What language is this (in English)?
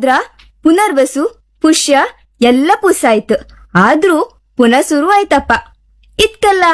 Kannada